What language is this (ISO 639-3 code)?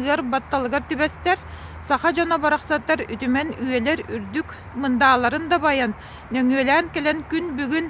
sah